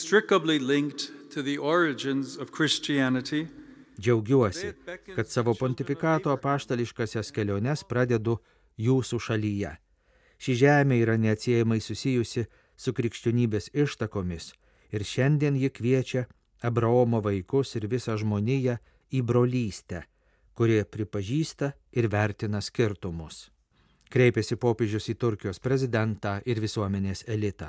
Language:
Lithuanian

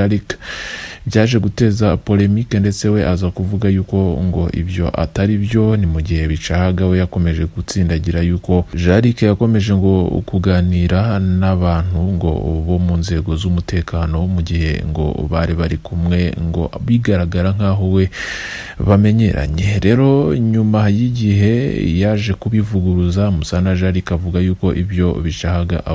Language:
Kinyarwanda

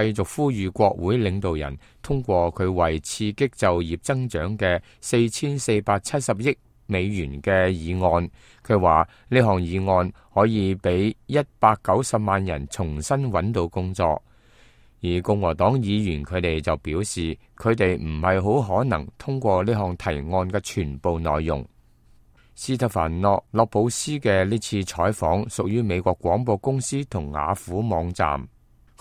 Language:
Cantonese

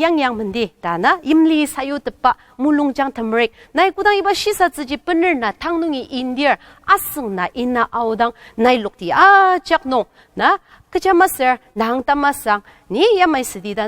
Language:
Ao Naga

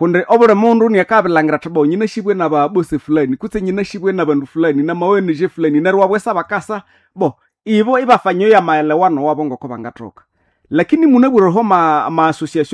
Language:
Nande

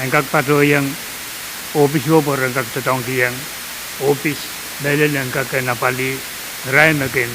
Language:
Pohnpeian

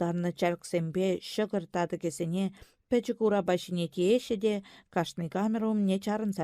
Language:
Chuvash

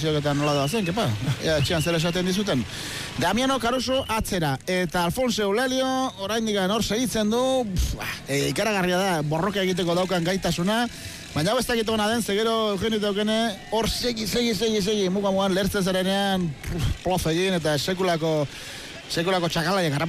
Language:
Basque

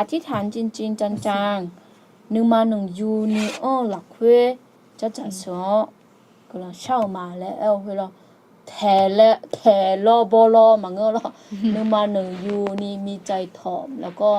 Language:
Akha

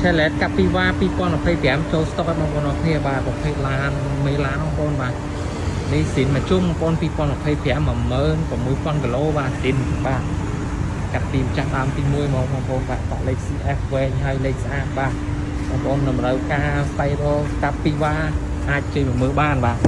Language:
Khmer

